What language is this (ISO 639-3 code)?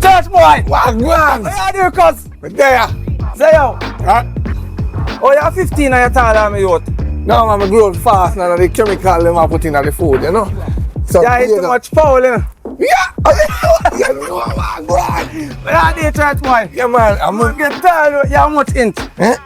jam